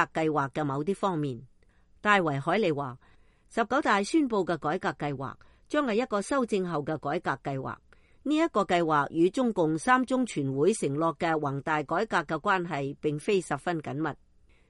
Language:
Cantonese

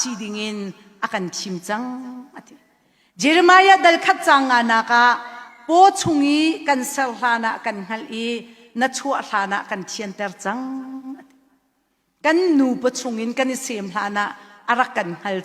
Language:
Hakha Chin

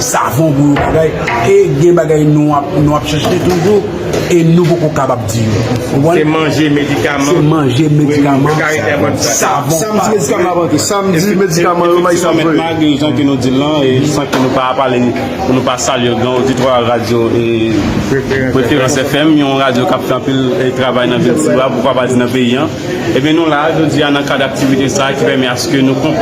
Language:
Haitian Creole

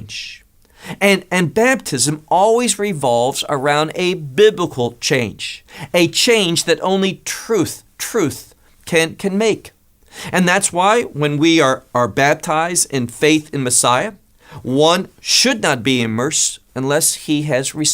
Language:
English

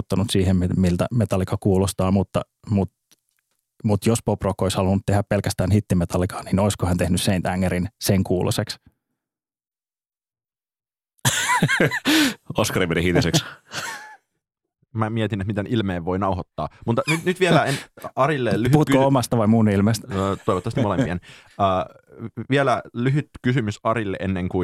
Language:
Finnish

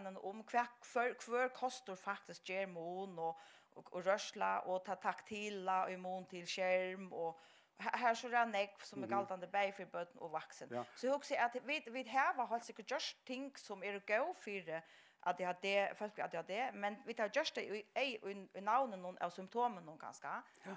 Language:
Faroese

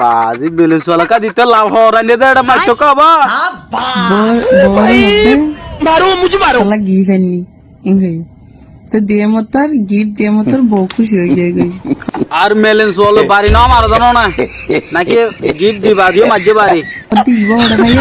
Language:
Rohingya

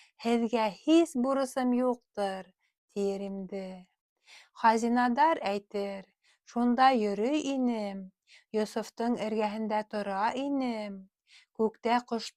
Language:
Bashkir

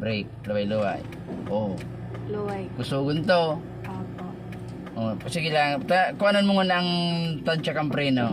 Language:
Bikol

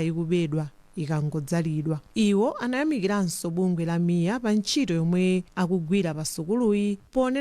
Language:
Nyanja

